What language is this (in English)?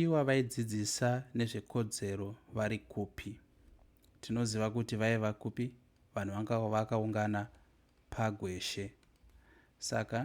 Shona